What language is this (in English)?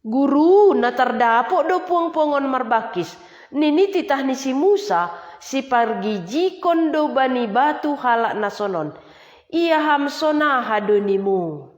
Batak Simalungun